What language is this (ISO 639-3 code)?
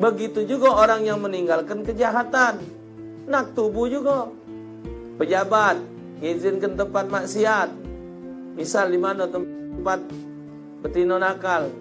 mui